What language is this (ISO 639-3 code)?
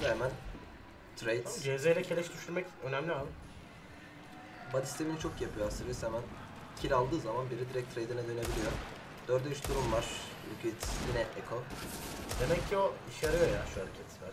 tur